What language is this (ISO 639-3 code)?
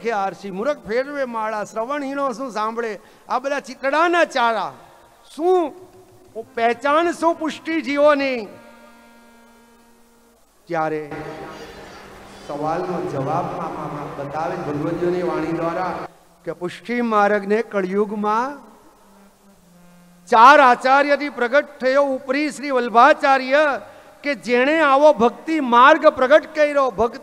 guj